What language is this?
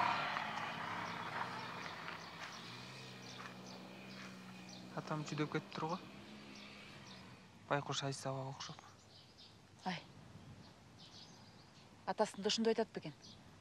Kyrgyz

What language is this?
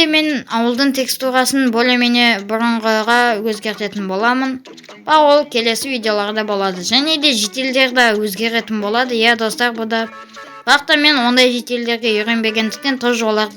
Kazakh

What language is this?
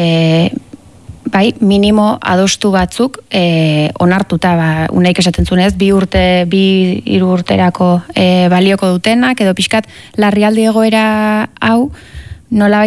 Basque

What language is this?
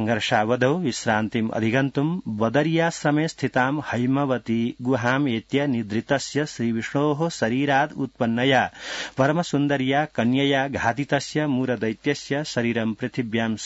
Sanskrit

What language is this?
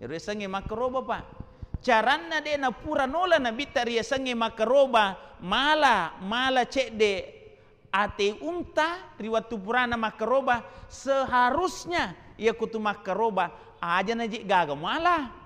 Buginese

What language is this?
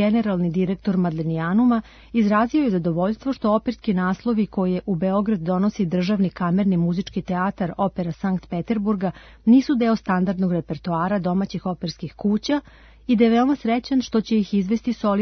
Serbian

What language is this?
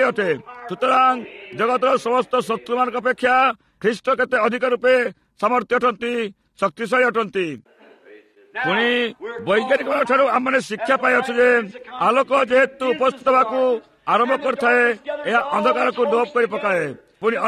Odia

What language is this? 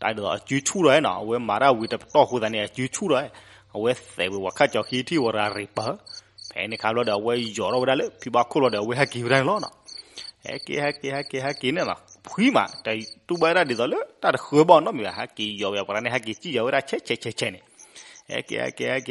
S'gaw Karen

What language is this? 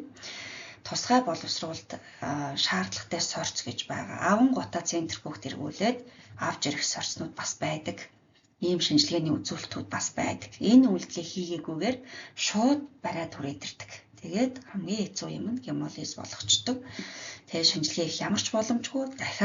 Mongolian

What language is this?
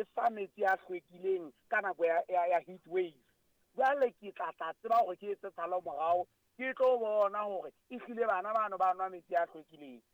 Southern Sotho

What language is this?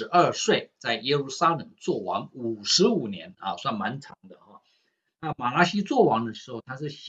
Chinese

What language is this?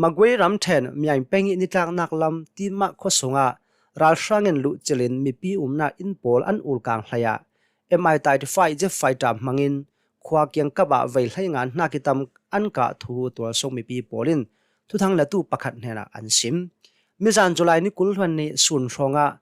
Hakha Chin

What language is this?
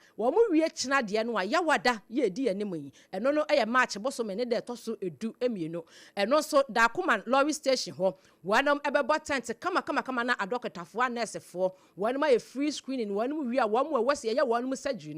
Akan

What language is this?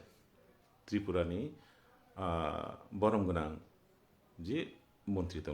Kok Borok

